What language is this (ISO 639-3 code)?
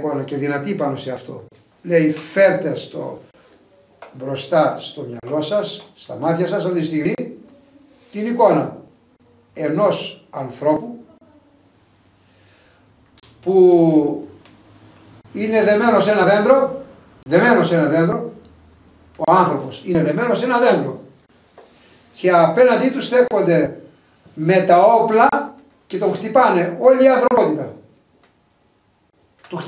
ell